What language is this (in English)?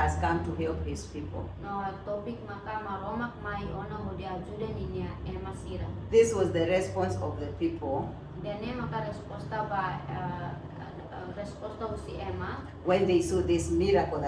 Tetum